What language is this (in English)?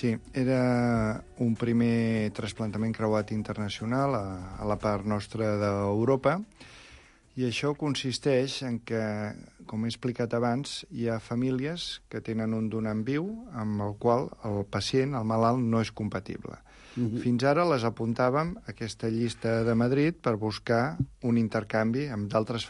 Catalan